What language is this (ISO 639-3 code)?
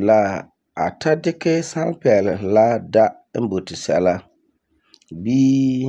gur